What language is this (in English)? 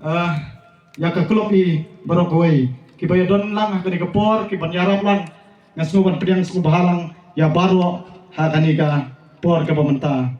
Khasi